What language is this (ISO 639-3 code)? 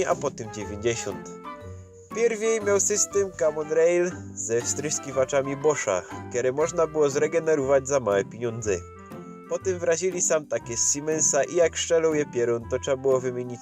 szl